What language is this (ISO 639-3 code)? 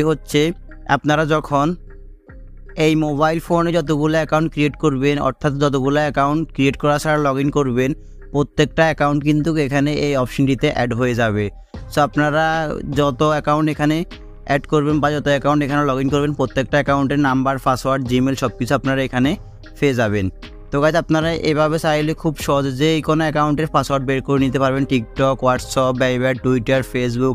ben